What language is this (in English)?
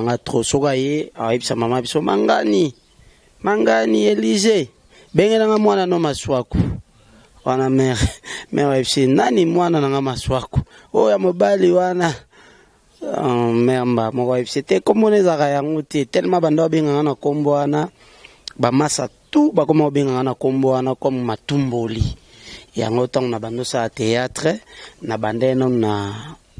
Lingala